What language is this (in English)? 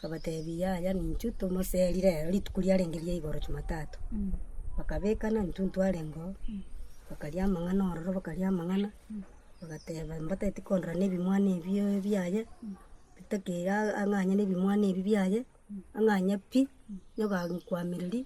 Gusii